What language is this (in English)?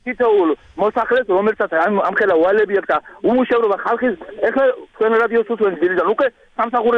Georgian